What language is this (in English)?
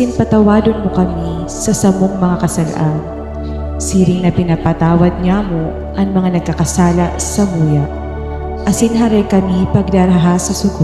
Bikol